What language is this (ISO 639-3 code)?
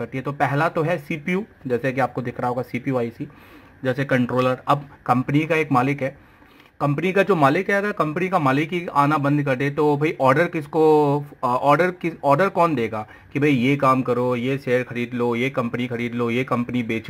hin